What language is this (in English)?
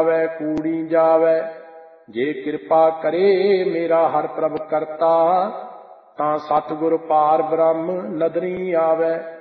Punjabi